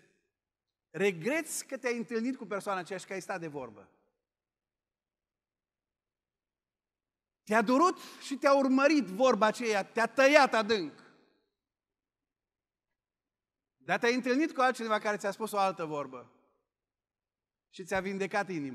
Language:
Romanian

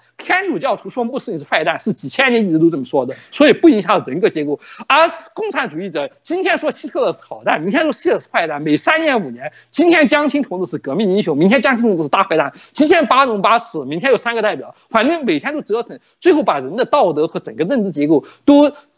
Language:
Chinese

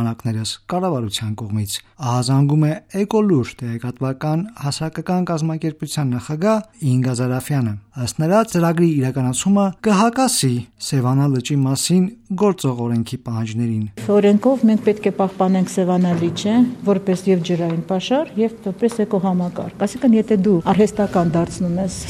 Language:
Armenian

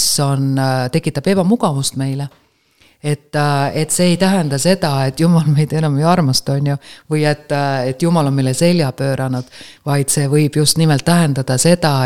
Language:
Estonian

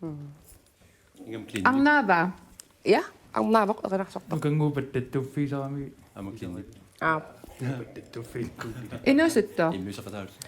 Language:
Kalaallisut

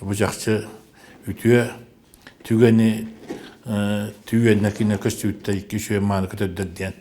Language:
Yakut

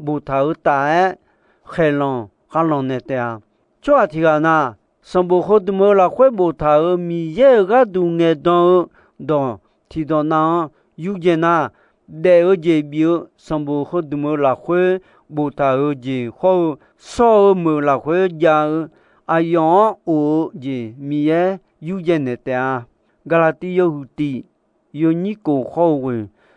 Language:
Akha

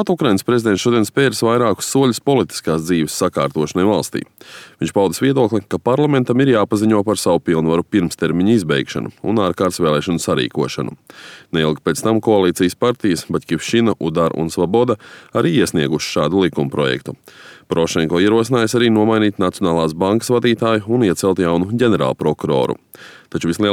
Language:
Latvian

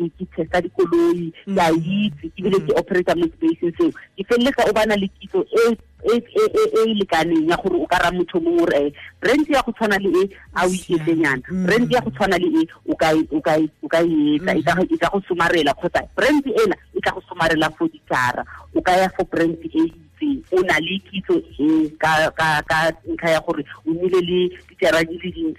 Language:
Tswana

